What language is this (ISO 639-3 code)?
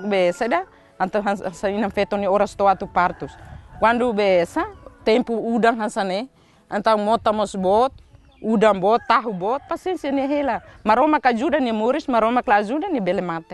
tet